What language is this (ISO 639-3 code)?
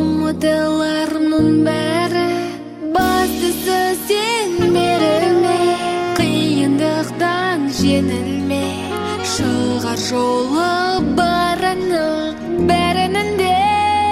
kaz